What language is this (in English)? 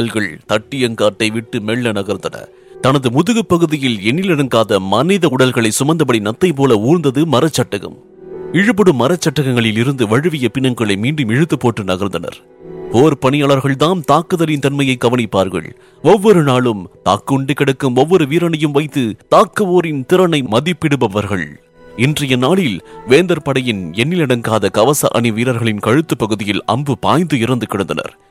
Tamil